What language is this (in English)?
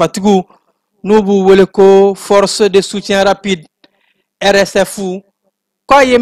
Bambara